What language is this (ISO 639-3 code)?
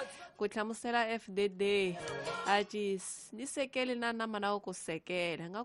tso